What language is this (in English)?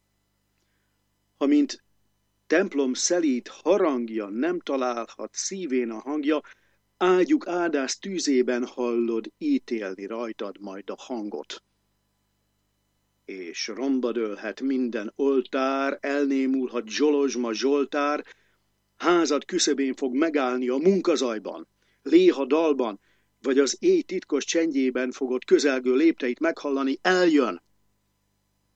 Hungarian